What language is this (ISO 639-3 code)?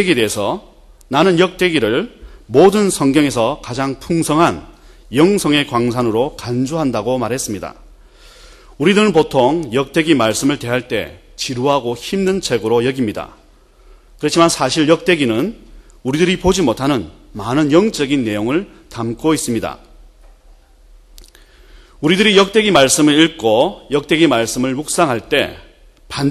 kor